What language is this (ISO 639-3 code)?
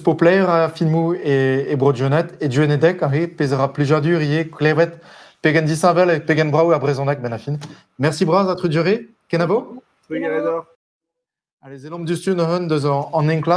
bre